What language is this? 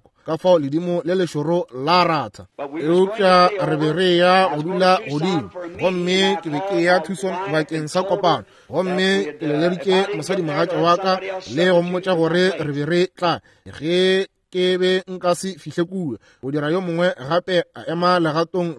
Northern Sotho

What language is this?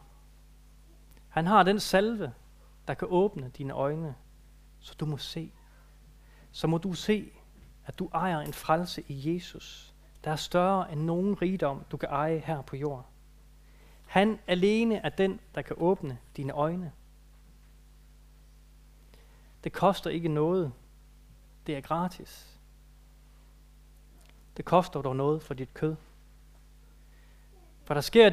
Danish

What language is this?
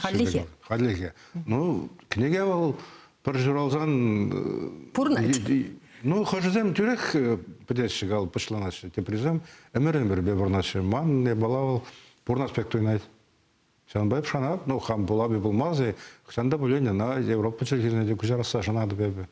Chuvash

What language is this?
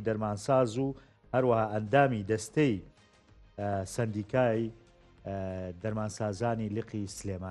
Central Kurdish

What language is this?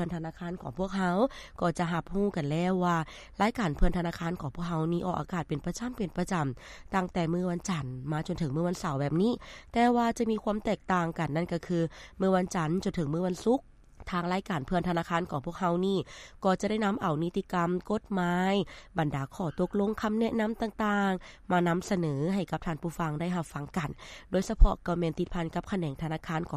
Lao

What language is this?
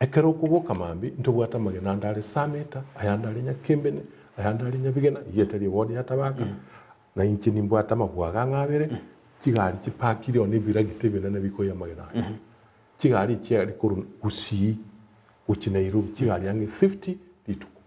Gusii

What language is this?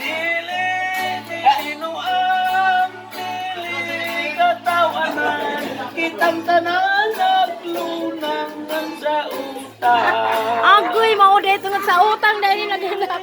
Cebuano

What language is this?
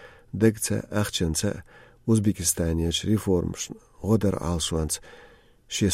Chechen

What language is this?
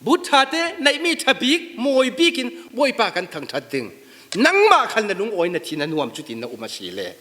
Falam Chin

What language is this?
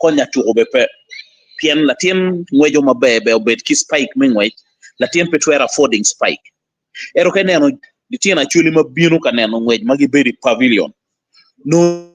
Acoli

